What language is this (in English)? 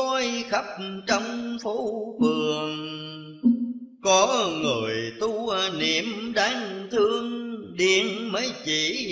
Vietnamese